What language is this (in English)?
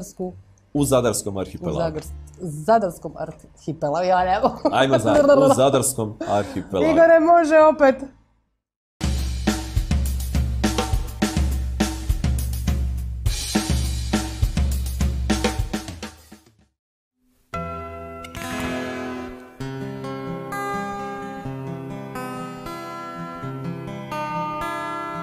Croatian